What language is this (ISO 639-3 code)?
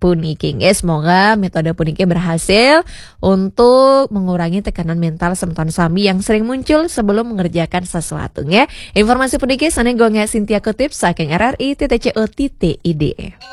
ban